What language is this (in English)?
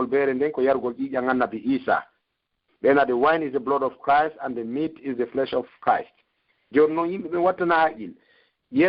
Pular